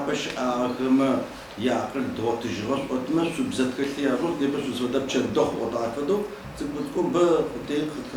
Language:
Adyghe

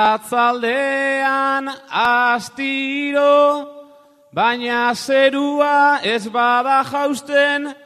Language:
Basque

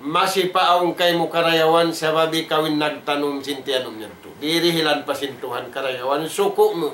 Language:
Tausug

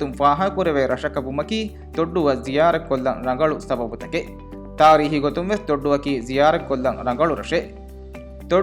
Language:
Divehi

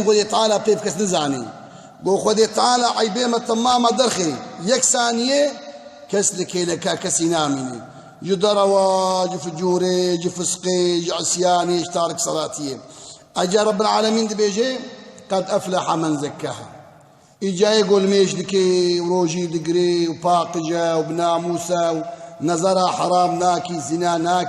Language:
Kurdish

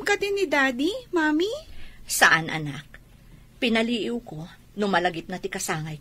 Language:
Iloko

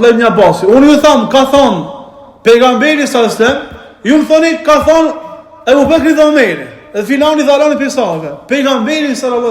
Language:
Albanian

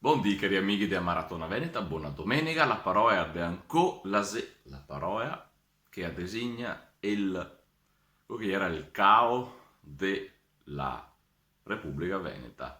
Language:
Venetian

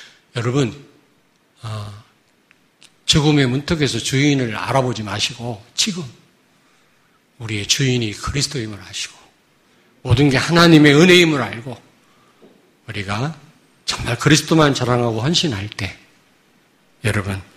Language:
Korean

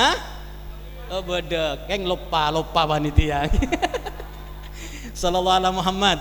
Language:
Madurese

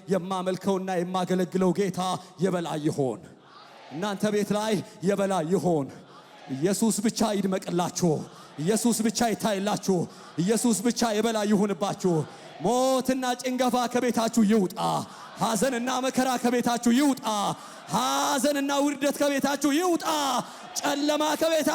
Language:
Amharic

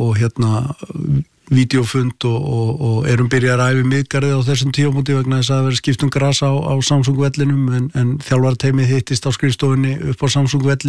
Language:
Icelandic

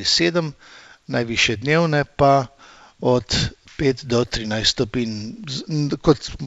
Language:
Slovenian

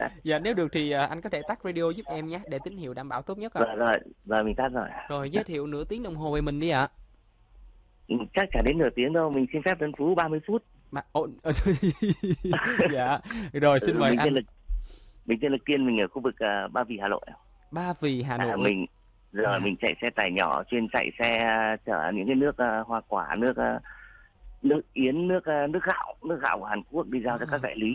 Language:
Vietnamese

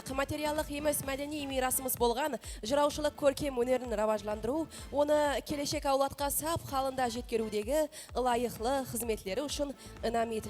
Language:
Kara-Kalpak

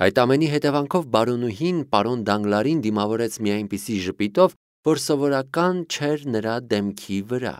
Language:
Armenian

